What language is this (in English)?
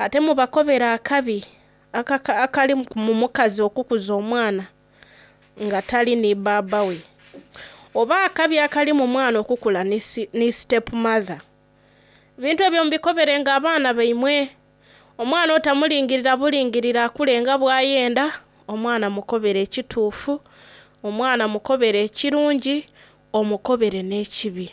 Soga